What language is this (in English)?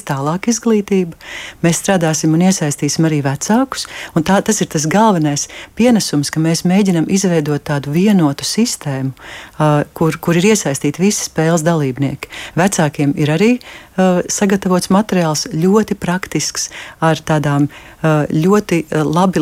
Latvian